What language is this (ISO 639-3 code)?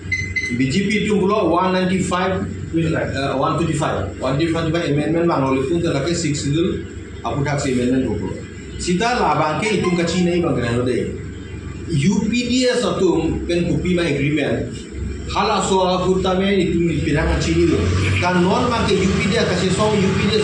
mjw